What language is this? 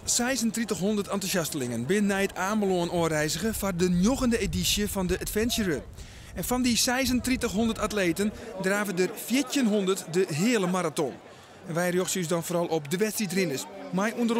Western Frisian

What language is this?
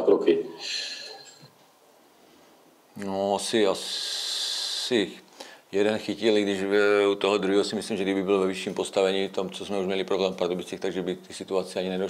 Czech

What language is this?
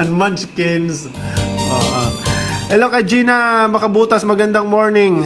Waray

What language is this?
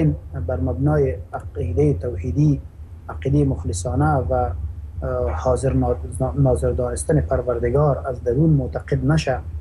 Persian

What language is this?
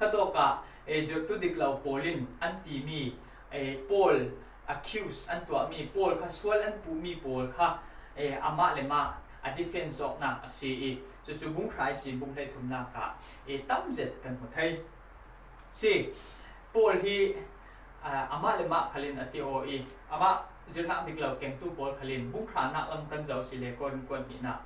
Falam Chin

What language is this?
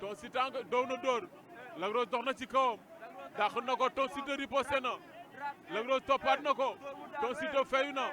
Wolof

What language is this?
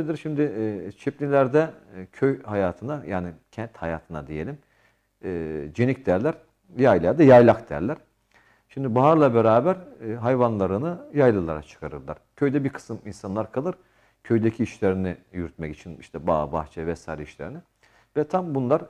Turkish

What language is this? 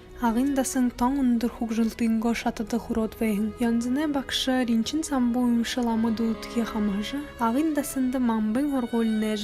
Buriat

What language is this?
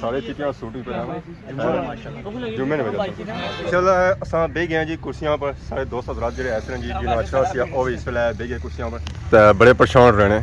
Pahari-Potwari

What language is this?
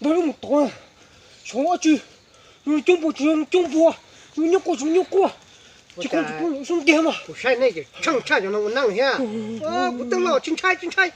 Hmong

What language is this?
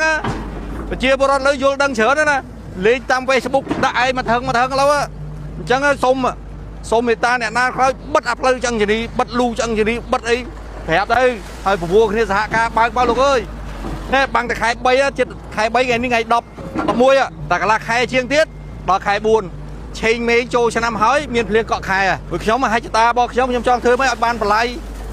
Khmer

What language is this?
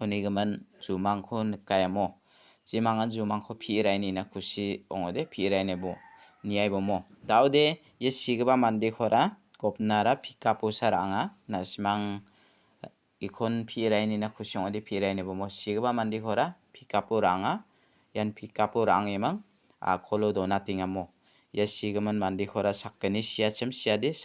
Garo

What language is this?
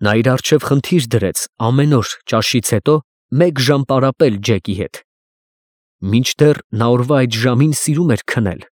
Armenian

